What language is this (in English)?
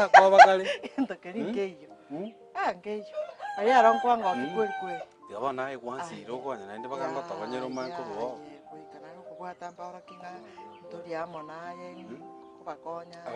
Gusii